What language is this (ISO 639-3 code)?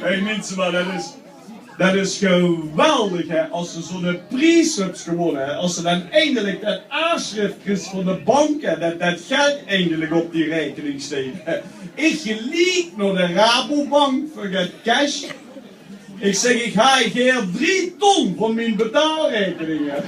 lim